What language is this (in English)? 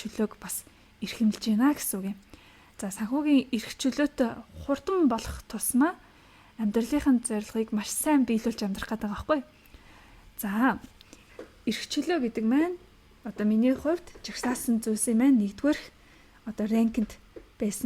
Mongolian